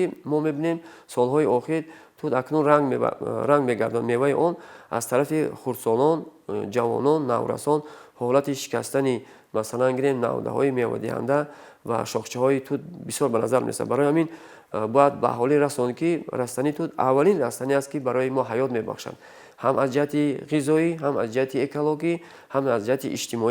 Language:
Tajik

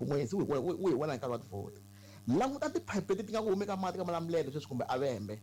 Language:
Tsonga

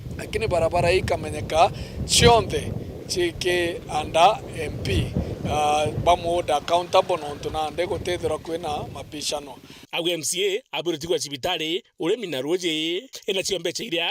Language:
Meru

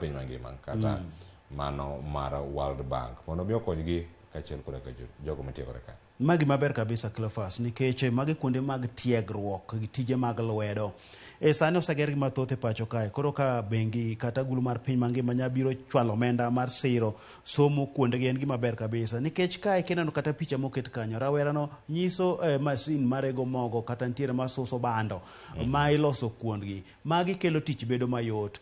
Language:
Luo (Kenya and Tanzania)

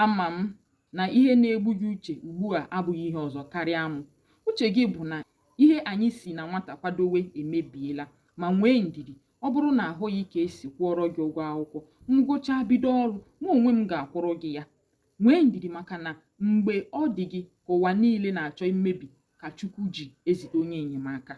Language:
Igbo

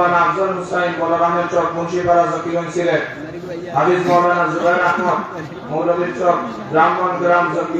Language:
Sylheti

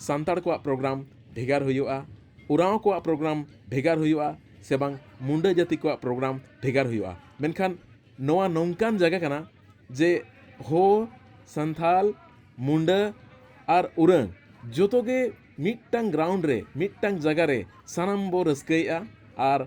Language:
Santali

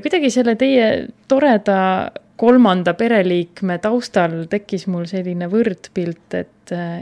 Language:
Estonian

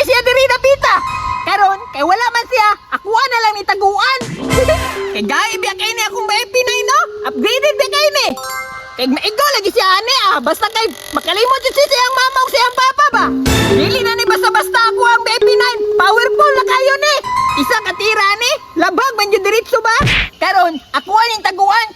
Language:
Cebuano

